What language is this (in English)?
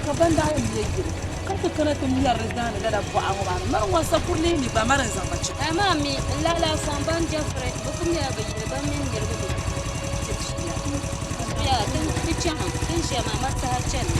Dagbani